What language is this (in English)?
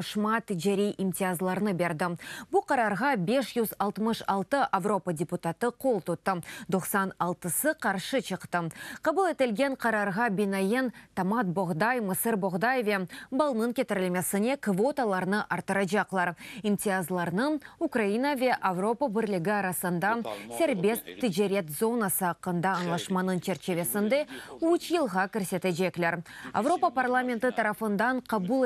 Crimean Tatar